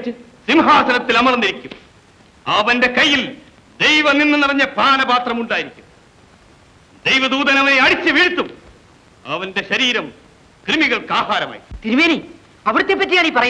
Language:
Malayalam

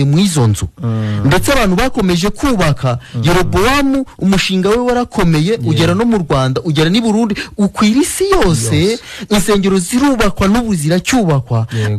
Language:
Kinyarwanda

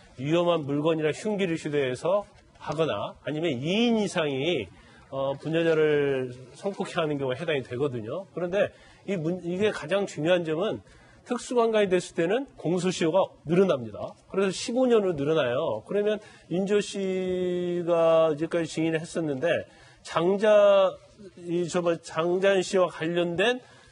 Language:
Korean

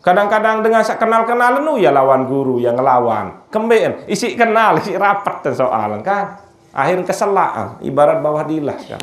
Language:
Sasak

